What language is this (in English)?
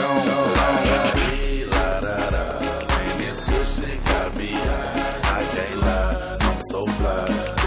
Kara-Kalpak